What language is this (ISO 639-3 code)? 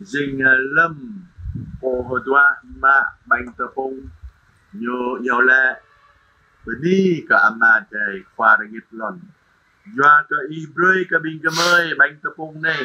jra